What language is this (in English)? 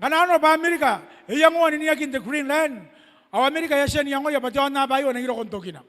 Gilbertese